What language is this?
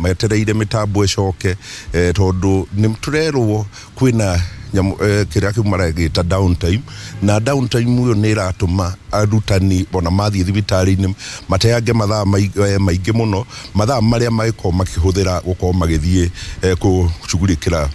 Kikuyu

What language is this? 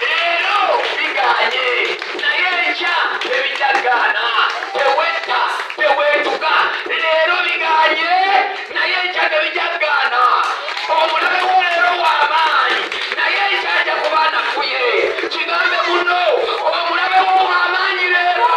Ganda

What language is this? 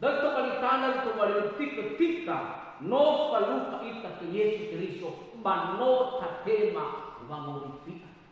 Nias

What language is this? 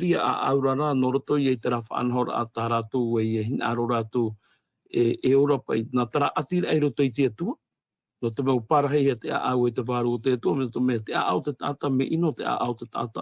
Tahitian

